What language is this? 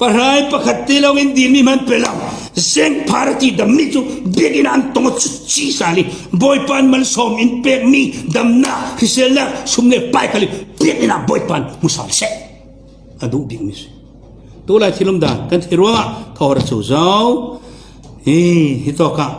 Falam Chin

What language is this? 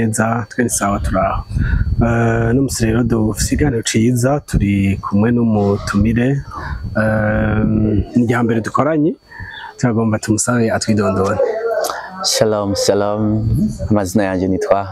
Rundi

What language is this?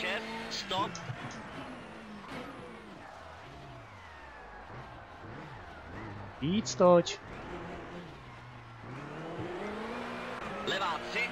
Czech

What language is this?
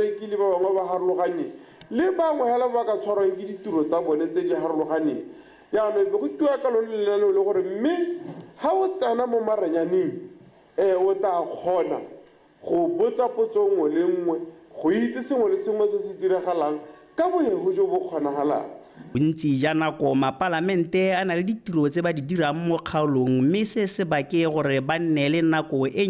Tswana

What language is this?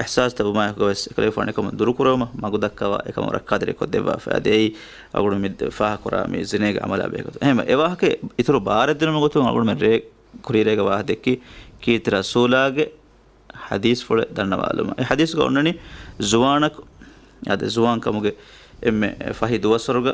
Divehi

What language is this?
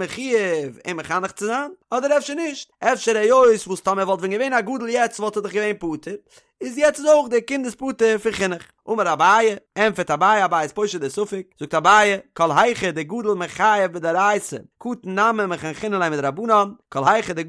Yiddish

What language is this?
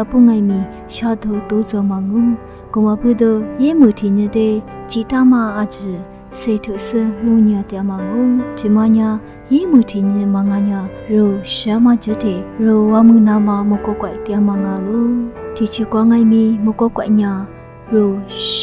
Lisu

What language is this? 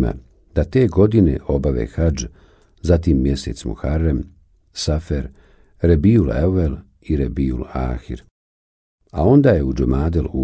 Bosnian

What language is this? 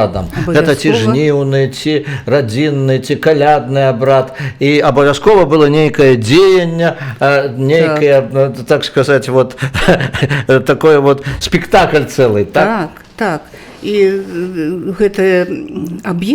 Belarusian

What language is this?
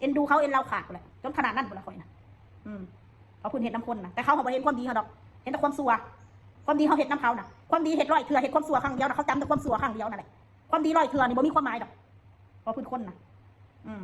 Northeastern Thai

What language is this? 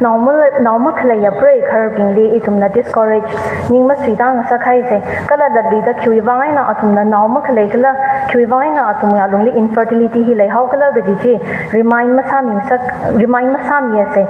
Tangkhul Naga (India)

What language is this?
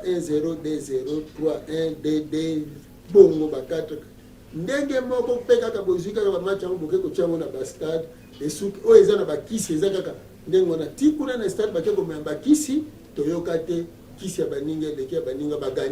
Lingala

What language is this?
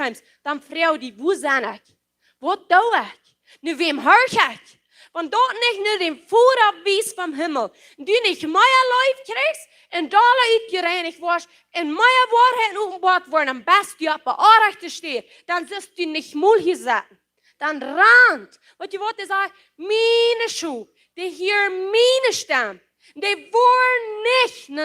Plautdietsch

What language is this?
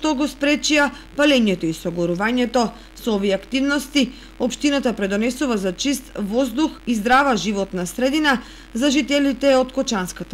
Macedonian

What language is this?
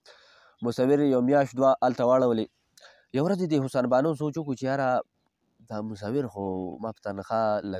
Pashto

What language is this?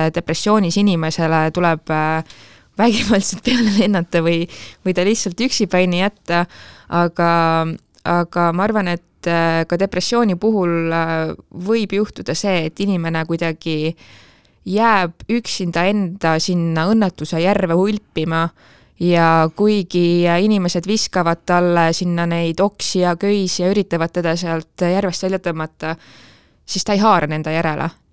Estonian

